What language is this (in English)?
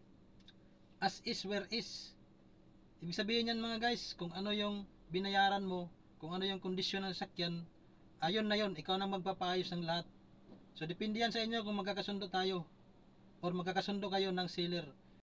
Filipino